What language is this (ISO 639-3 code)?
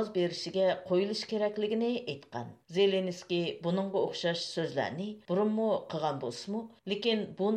uig